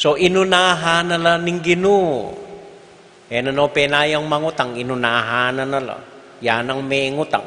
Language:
Pampanga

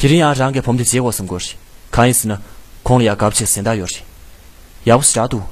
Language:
Tibetan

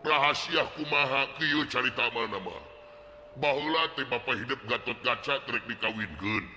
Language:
Sundanese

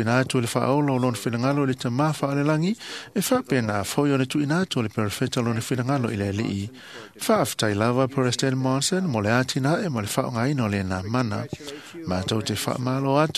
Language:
Samoan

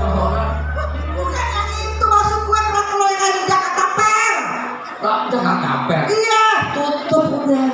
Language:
Betawi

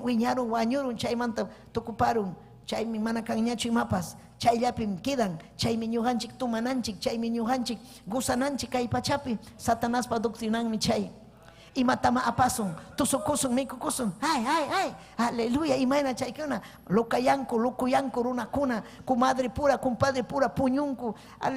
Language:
Ayacucho Quechua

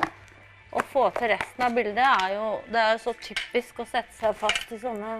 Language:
Norwegian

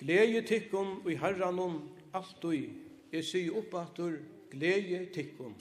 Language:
Faroese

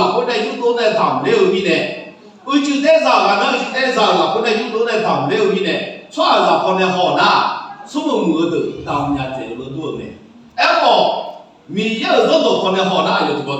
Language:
Akha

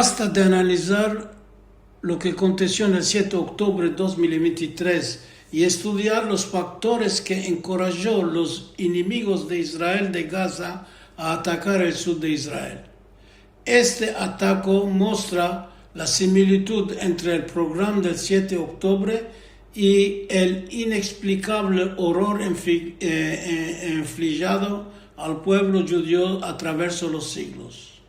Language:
Ladino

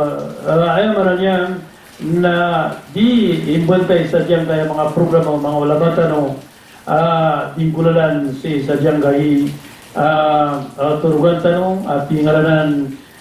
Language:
Maranao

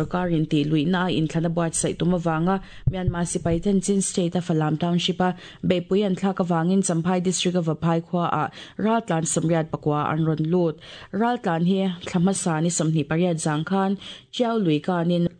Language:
Mizo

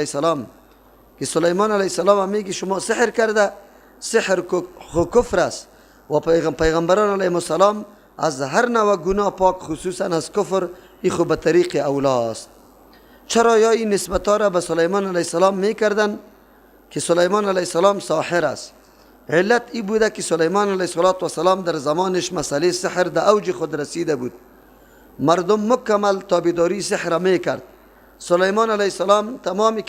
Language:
Persian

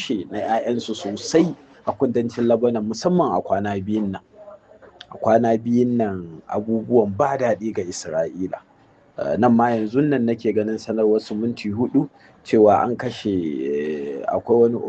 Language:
Hausa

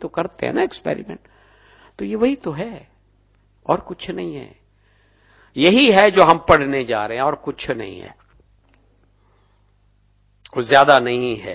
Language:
Hindi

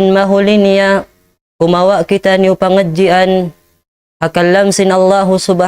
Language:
Tausug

